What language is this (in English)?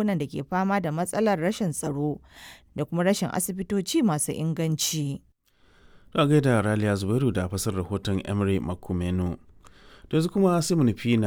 Hausa